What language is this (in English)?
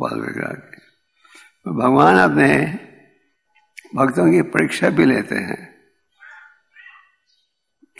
Hindi